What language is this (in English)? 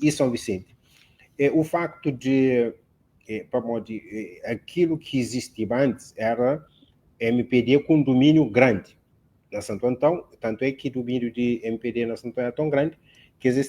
Kabuverdianu